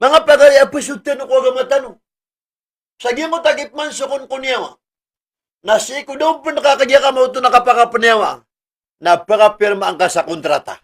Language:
Maranao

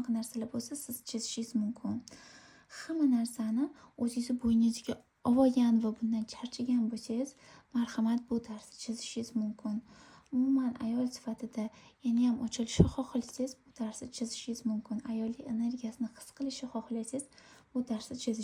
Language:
Uzbek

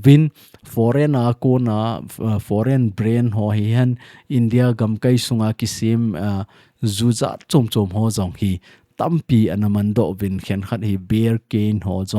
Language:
Thado Chin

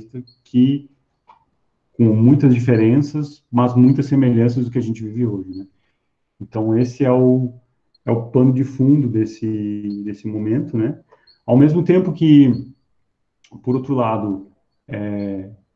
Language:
Portuguese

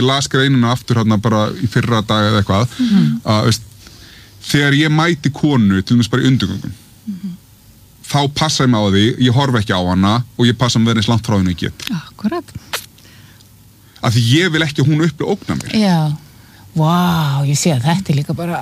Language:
Icelandic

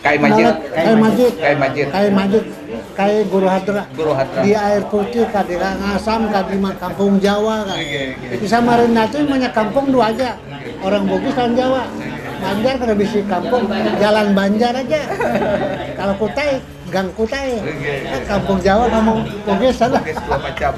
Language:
Banjar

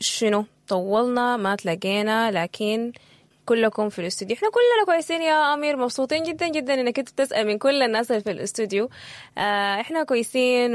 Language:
Sudanese Arabic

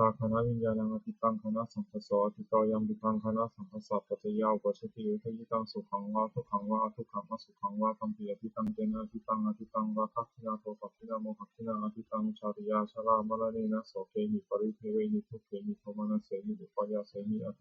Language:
Pali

